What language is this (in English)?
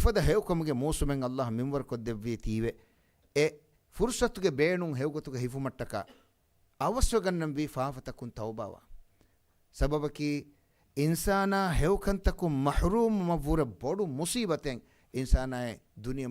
Divehi